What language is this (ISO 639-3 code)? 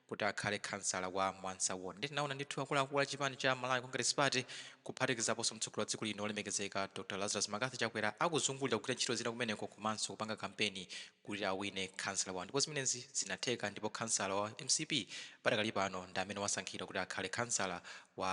nya